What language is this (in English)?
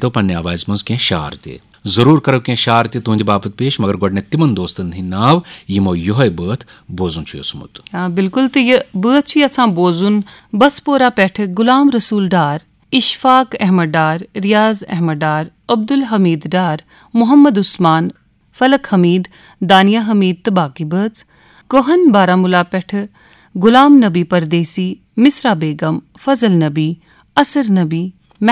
Kashmiri